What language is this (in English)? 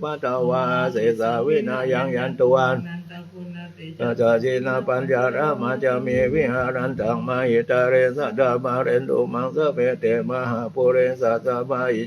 Pali